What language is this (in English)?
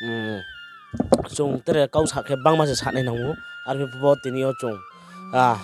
Riang (India)